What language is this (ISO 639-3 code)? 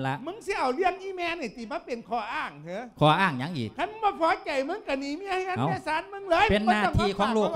lao